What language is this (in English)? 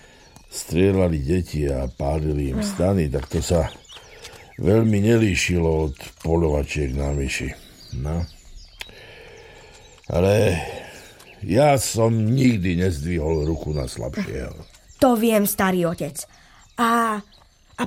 Slovak